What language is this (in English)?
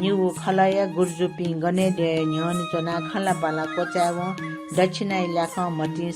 Newari